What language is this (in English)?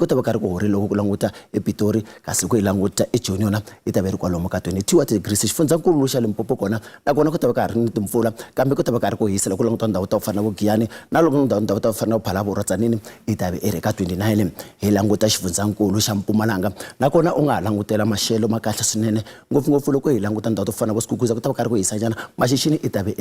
Tsonga